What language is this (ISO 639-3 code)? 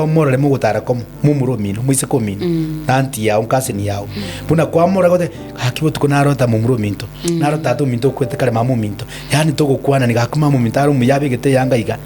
guz